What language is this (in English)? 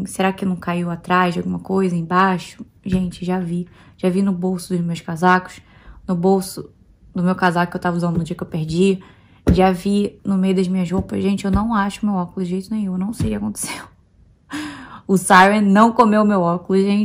Portuguese